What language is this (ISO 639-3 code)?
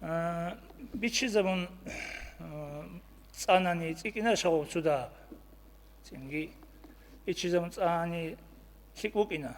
ava